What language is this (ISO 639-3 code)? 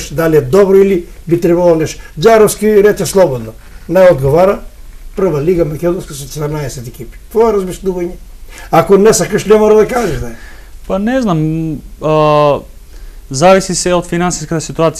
mkd